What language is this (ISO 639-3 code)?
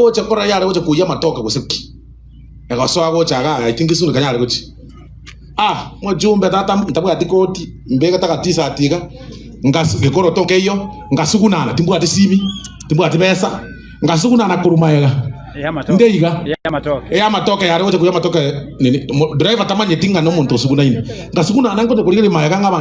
guz